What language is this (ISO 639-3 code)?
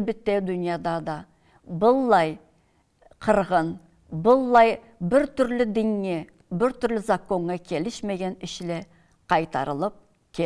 krc